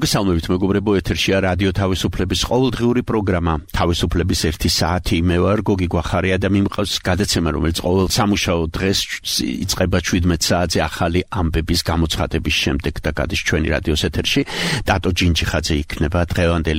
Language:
Georgian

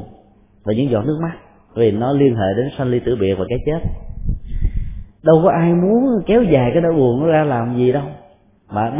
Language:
Vietnamese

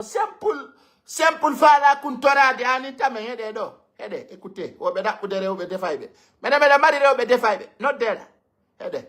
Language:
Fula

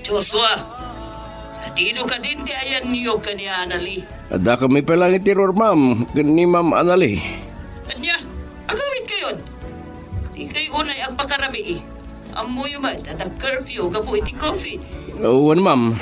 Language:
Iloko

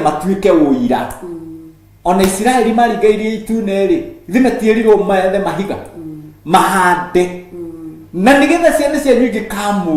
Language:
Kikuyu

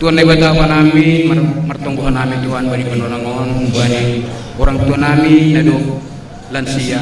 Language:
Batak Simalungun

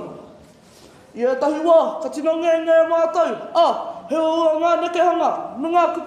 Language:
Māori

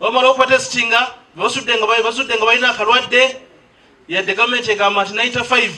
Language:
Nyankole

